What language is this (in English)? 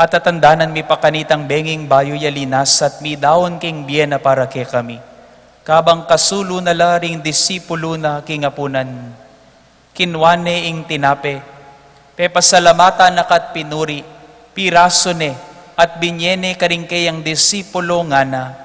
Pampanga